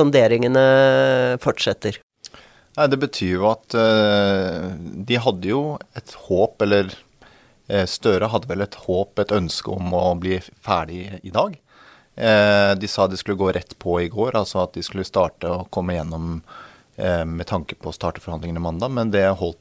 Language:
Norwegian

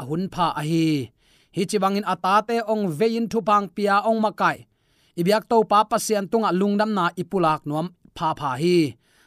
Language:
Tedim Chin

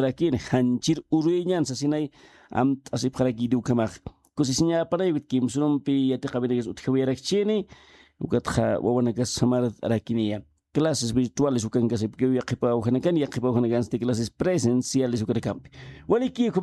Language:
Aymara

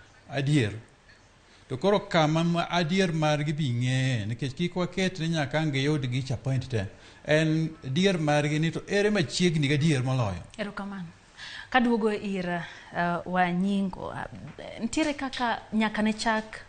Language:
Luo (Kenya and Tanzania)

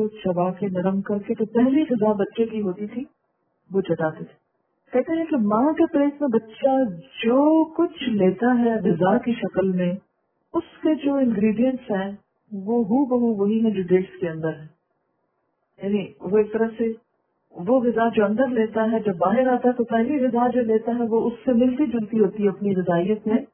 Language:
Urdu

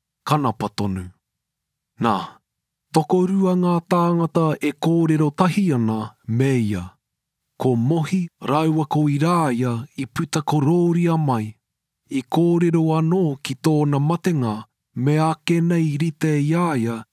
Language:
Māori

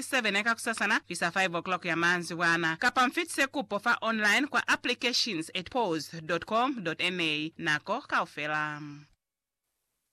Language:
Lozi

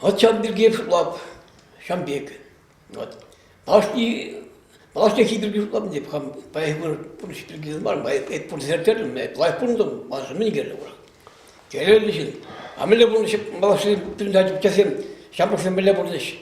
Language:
Chuvash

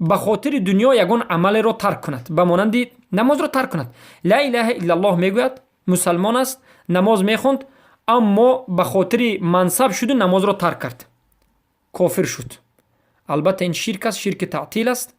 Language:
Persian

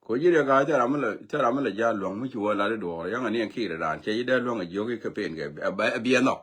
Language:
Nuer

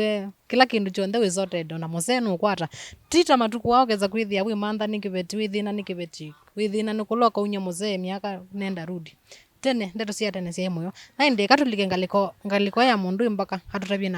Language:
Kamba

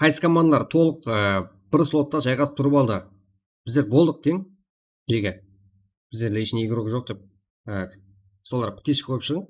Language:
Kara-Kalpak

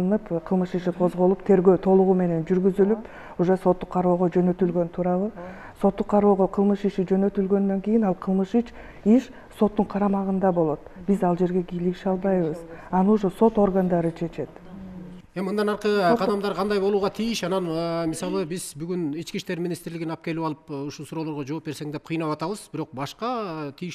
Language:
Kyrgyz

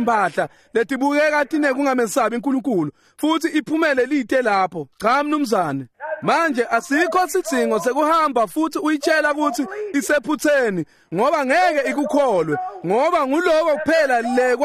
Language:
Swati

